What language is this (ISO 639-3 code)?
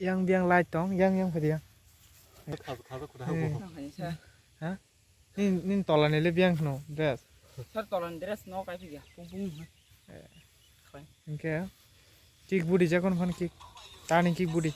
trp